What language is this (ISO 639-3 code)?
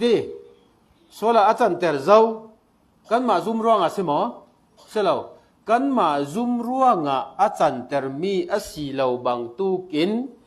cfm